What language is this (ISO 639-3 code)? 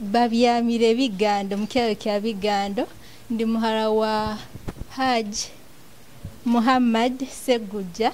nyo